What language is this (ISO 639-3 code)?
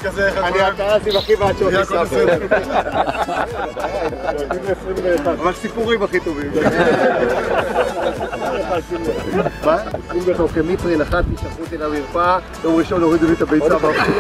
heb